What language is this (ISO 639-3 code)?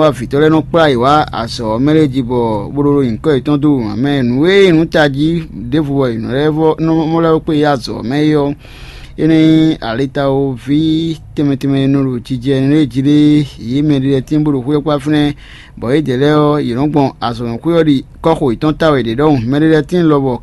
fon